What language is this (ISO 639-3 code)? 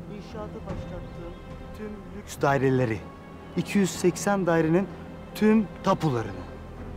tur